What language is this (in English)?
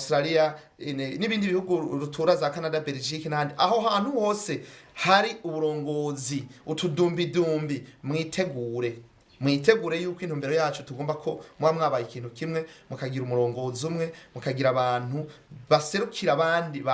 Rundi